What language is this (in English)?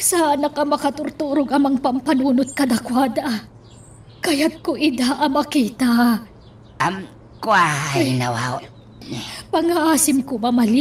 Iloko